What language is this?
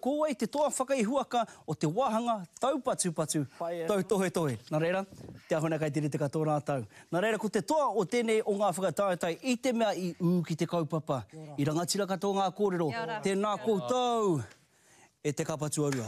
Māori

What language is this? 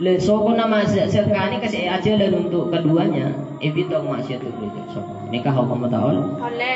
Madurese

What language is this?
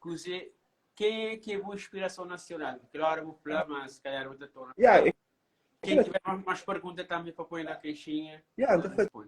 Kabuverdianu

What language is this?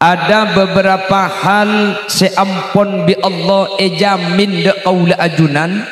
Madurese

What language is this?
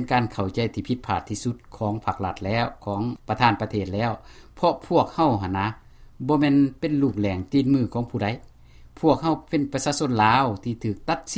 Lao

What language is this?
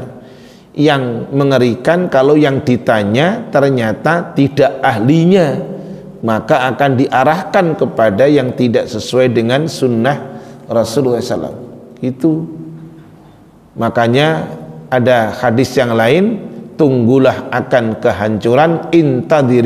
Indonesian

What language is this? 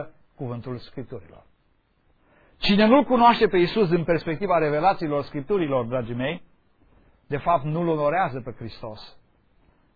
Romanian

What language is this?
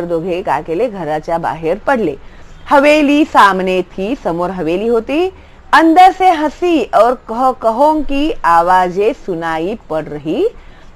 Marathi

